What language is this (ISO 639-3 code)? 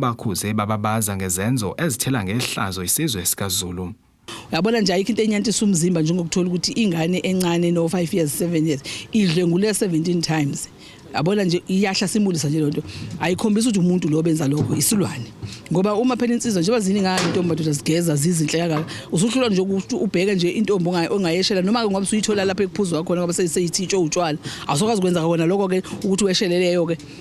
zul